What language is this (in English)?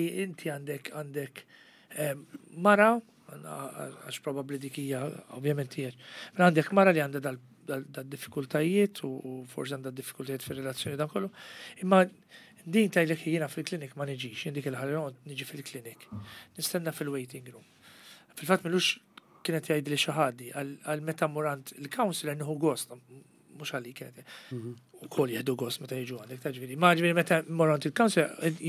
Maltese